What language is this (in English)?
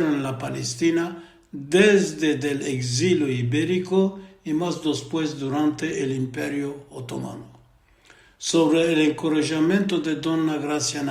Ladino